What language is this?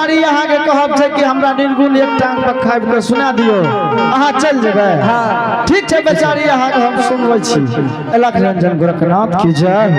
Angika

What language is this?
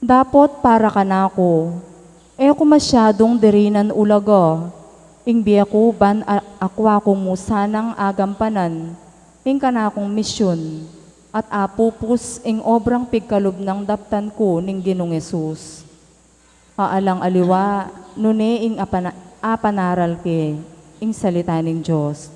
Pampanga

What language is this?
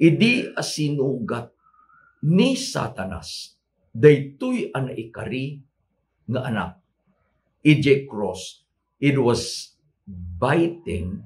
Iloko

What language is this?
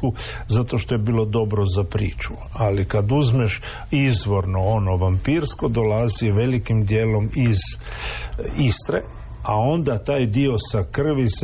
Croatian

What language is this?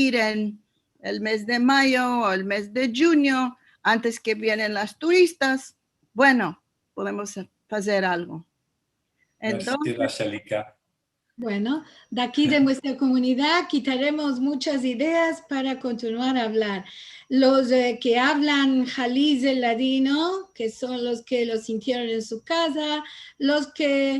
Ladino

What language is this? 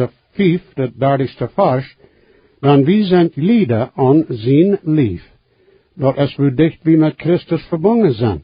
Plautdietsch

